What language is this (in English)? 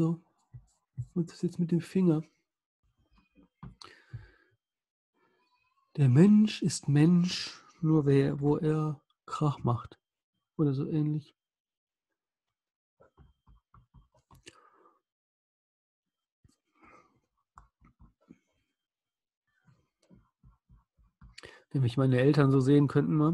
German